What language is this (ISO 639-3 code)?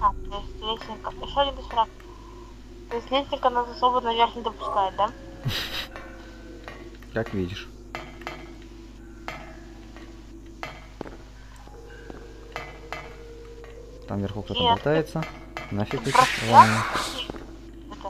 rus